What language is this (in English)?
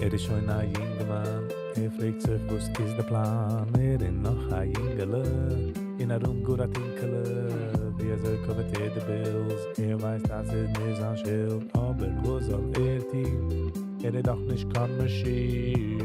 Yiddish